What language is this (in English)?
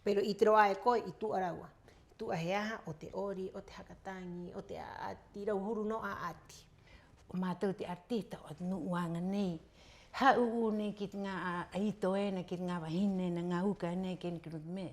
Rapanui